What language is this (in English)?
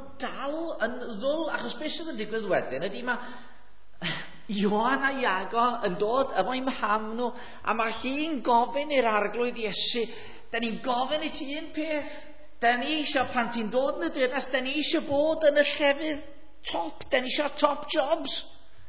Welsh